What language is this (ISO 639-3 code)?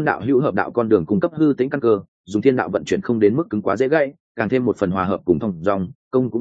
vie